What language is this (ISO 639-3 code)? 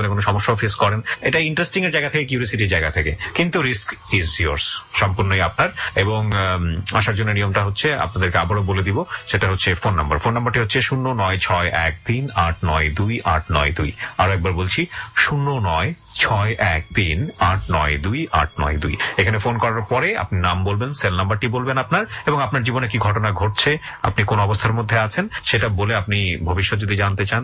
ben